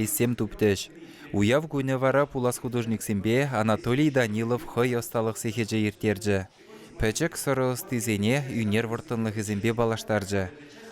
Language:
Chuvash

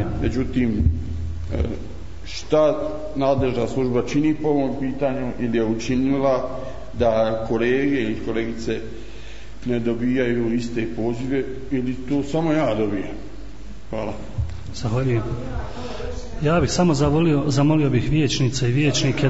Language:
Bosnian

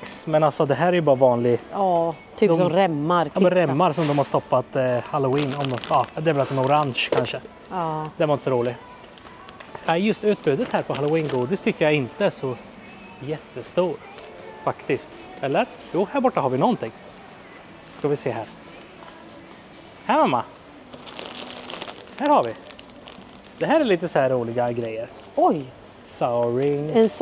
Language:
Swedish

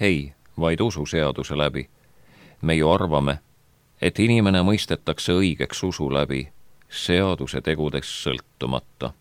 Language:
Estonian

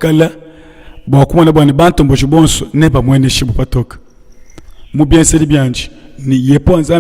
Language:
Luba-Lulua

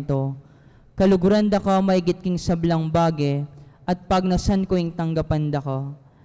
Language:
Pampanga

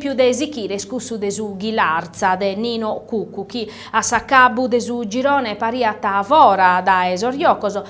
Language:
Sardinian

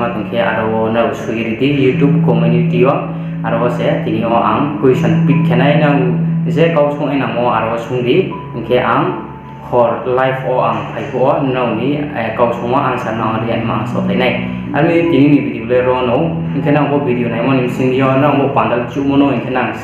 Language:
Riang (India)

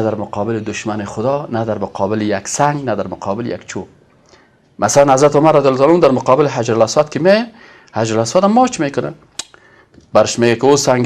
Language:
Persian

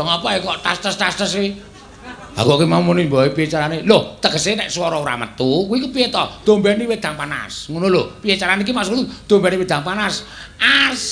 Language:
Javanese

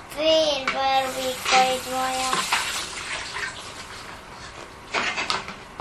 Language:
Estonian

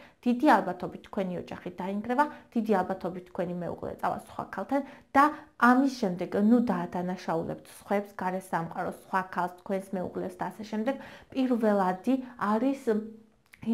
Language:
Georgian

